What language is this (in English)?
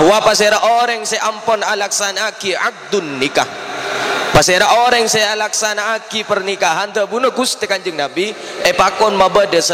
Madurese